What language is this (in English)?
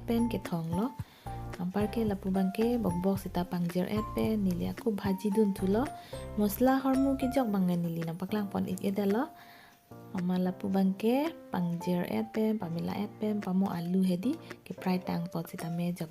Karbi